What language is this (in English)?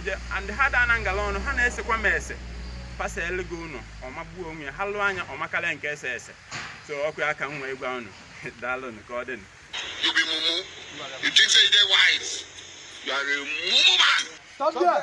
Igbo